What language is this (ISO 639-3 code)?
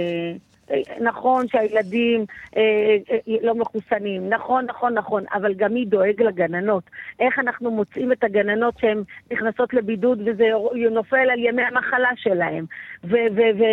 heb